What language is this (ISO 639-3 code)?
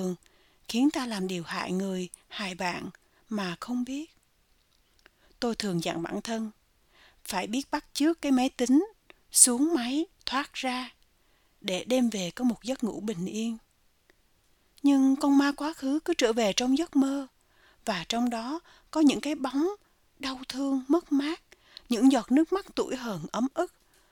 vie